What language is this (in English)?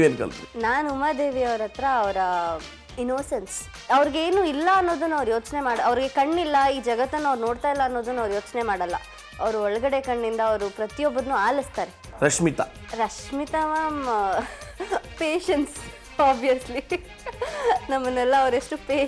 Kannada